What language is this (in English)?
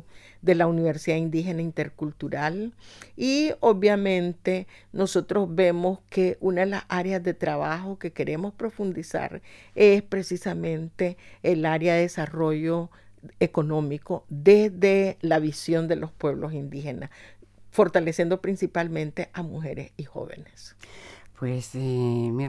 Spanish